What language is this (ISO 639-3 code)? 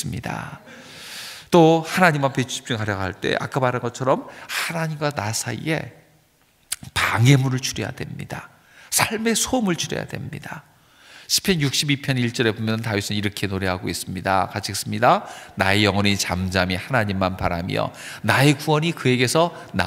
kor